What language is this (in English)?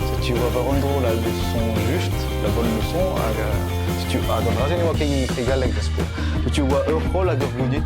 Breton